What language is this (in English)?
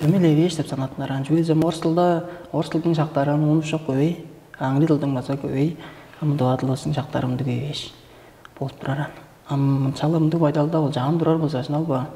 Tuvinian